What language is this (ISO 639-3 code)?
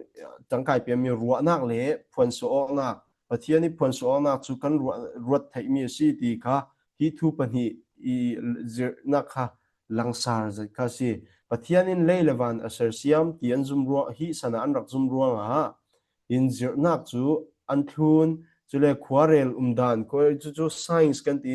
cfm